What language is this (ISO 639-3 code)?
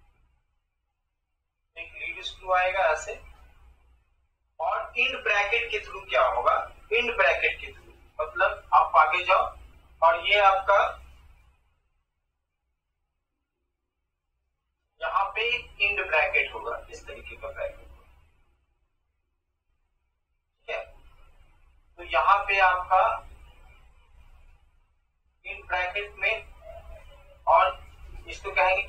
hin